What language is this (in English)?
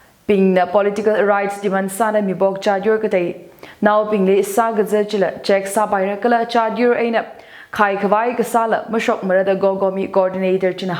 Tangkhul Naga (India)